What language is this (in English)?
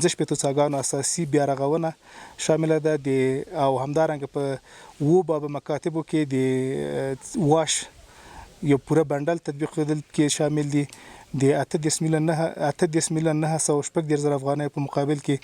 Pashto